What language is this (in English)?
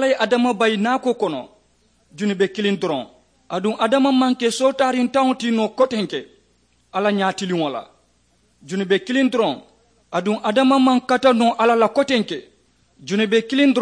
Mandingo